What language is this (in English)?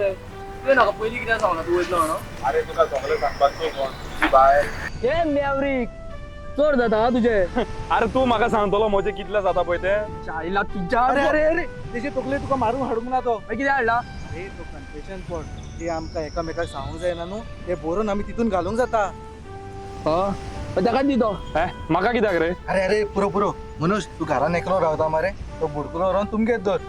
Konkani